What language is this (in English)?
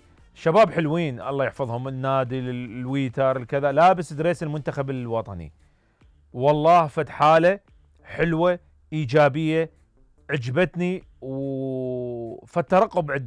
Mesopotamian Arabic